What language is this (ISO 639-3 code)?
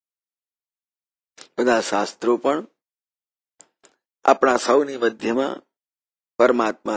guj